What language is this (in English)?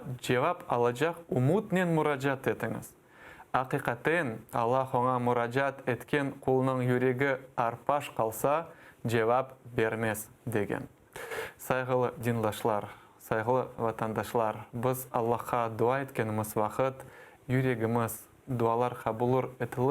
Crimean Tatar